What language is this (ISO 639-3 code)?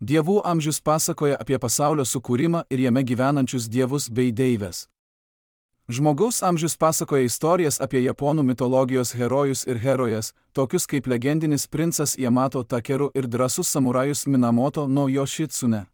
lit